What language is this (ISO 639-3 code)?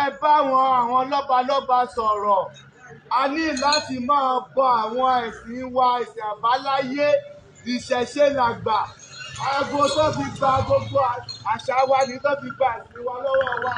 yor